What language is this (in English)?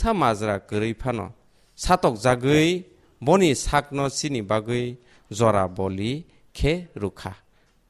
Kok Borok